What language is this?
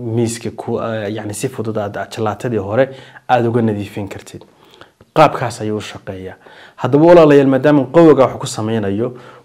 Somali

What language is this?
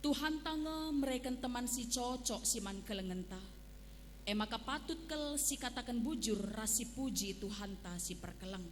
Batak Karo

